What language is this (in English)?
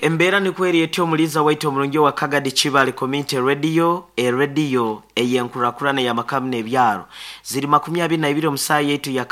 Nyoro